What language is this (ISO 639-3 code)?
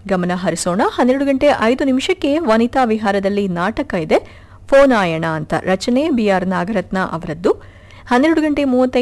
kan